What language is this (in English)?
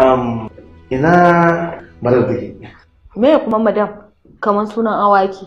Hausa